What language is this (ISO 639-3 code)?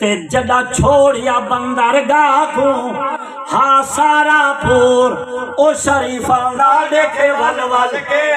skr